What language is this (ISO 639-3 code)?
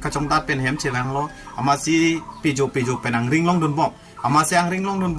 mjw